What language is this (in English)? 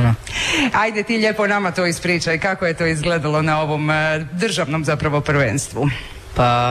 Croatian